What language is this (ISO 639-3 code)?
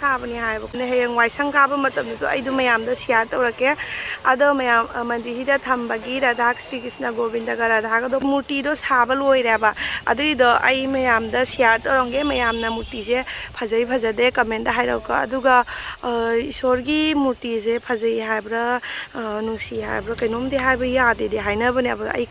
mni